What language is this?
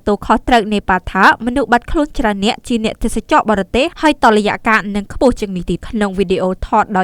Khmer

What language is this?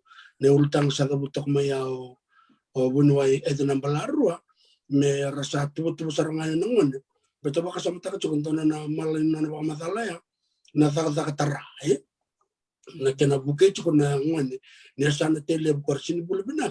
Fijian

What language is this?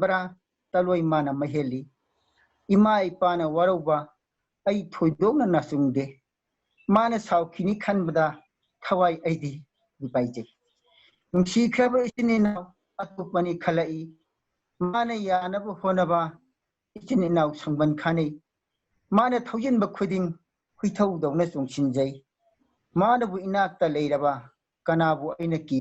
Manipuri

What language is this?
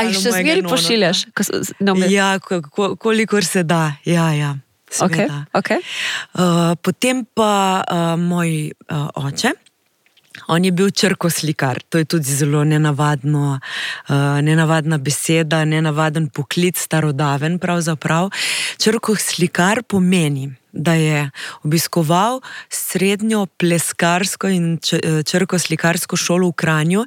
Slovenian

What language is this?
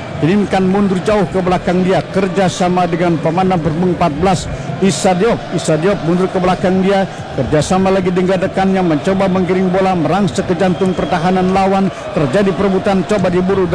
Indonesian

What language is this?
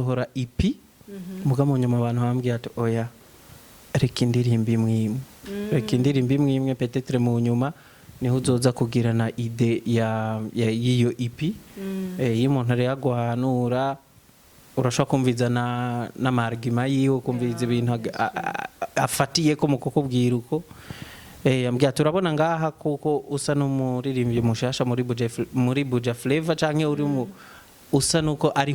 Rundi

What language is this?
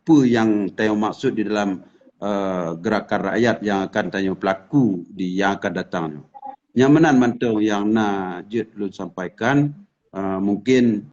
Achinese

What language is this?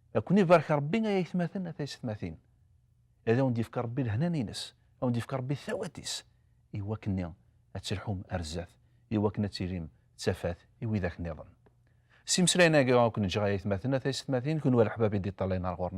Kabyle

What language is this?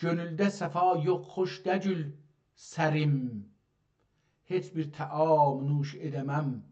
South Azerbaijani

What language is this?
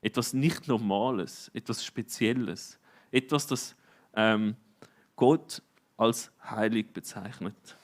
Swiss German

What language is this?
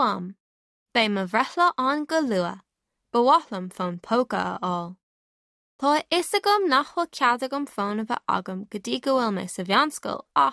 Irish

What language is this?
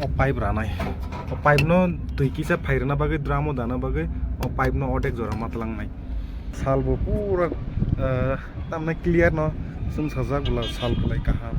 Kok Borok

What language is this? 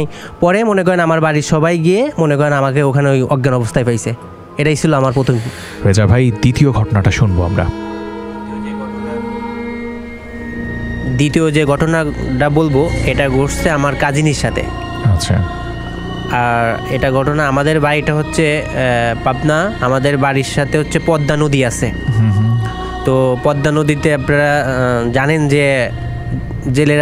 Bangla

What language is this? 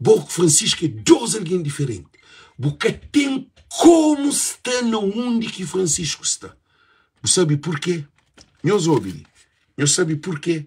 Kabuverdianu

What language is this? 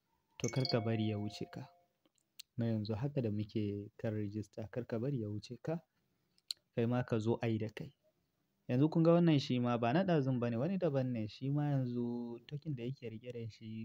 Hausa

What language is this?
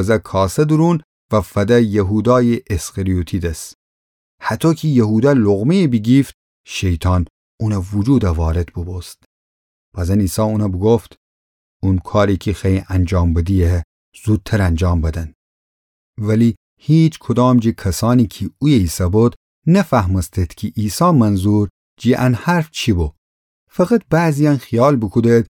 Gilaki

